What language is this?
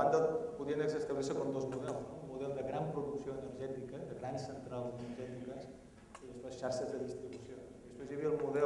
Catalan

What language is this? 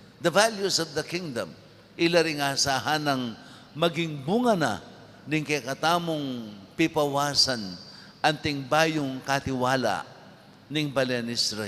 Pampanga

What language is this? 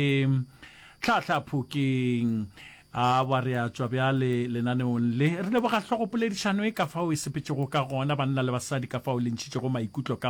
Northern Sotho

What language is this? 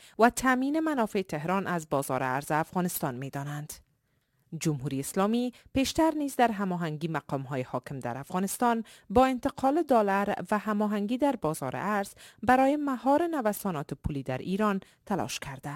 Persian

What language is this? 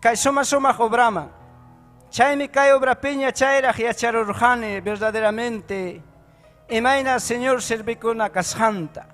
Ayacucho Quechua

